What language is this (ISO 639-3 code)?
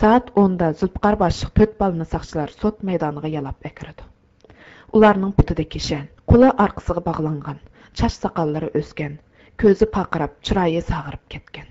uig